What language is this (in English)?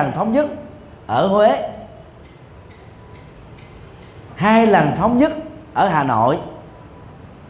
Vietnamese